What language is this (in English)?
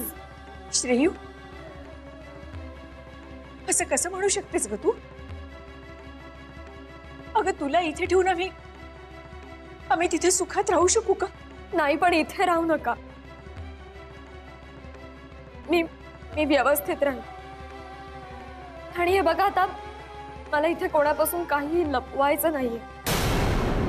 Marathi